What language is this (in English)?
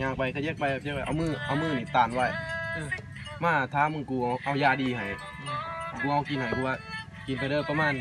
Lao